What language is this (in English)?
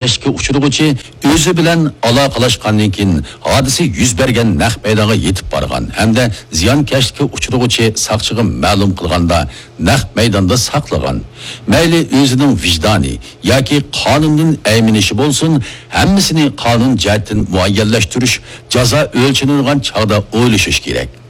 Uyghur